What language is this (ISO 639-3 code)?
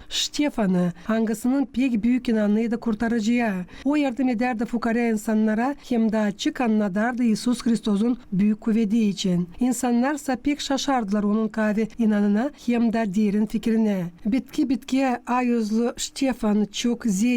gag